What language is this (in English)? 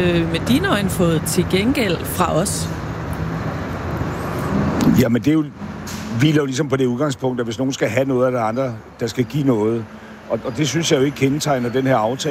Danish